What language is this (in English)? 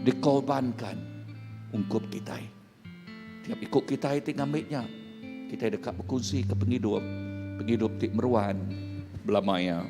Iban